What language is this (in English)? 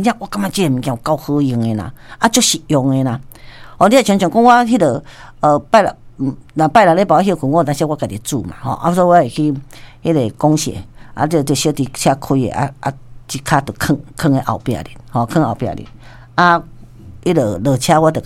Min Nan Chinese